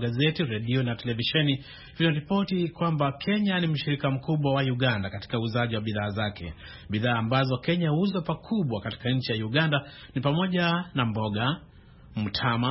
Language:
Swahili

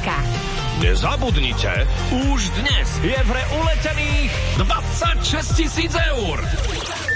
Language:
Slovak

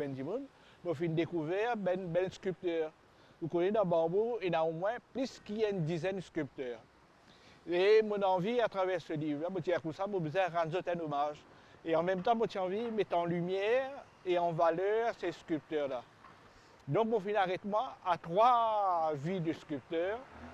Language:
Morisyen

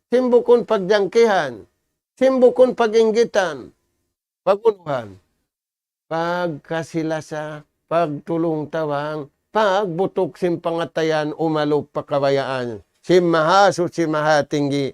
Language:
Tausug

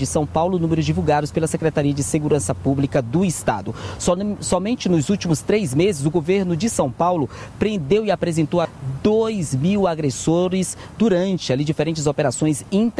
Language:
Portuguese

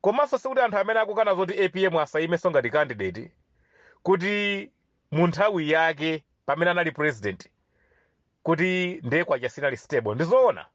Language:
Nyanja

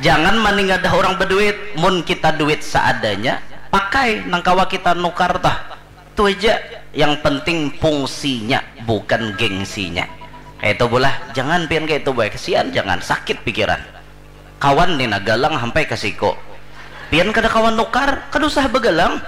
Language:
Banjar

